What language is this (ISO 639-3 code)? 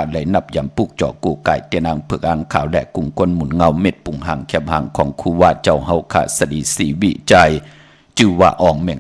shn